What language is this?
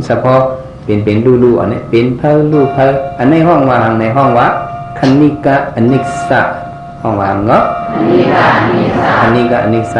Shan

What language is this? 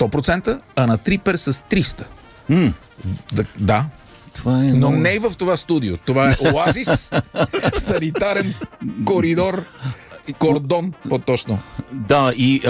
Bulgarian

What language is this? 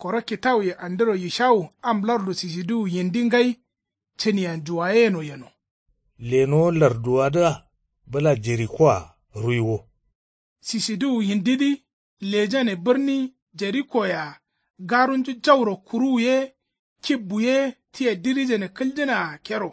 Kanuri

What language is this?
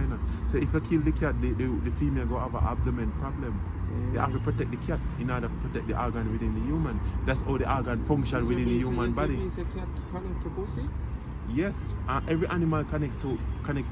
Jamaican Creole English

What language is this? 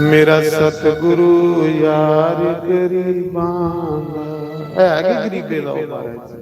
Dogri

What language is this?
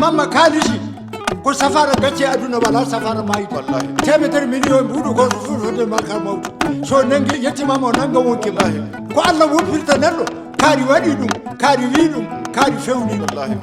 Maasina Fulfulde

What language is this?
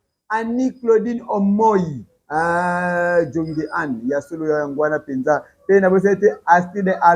Lingala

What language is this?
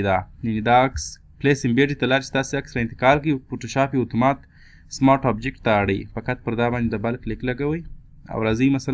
Pashto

